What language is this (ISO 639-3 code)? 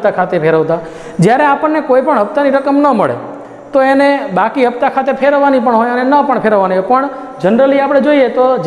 guj